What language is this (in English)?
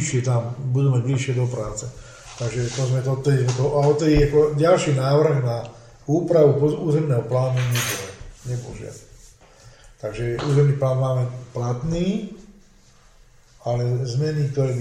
Slovak